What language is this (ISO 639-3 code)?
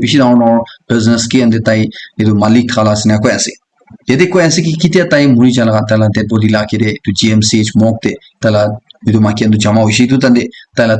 nag